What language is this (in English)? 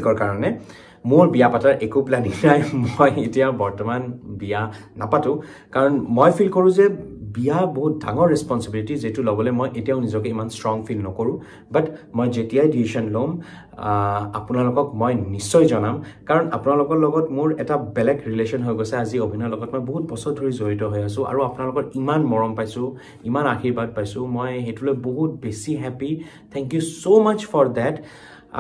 Assamese